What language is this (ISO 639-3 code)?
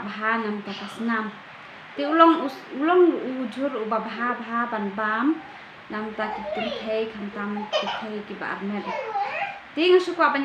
kha